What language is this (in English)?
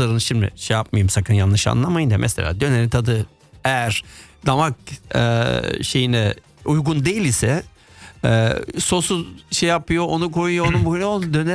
Turkish